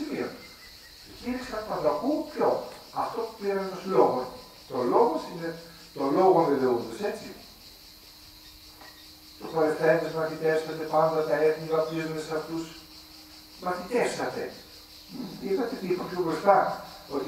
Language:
Greek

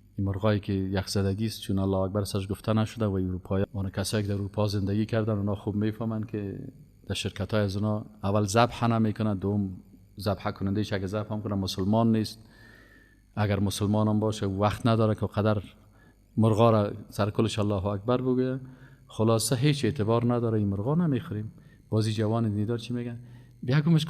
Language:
Persian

